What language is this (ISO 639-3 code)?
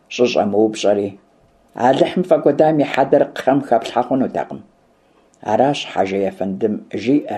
kbd